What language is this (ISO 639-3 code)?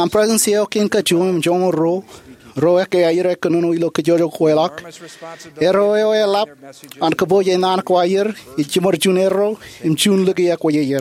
mah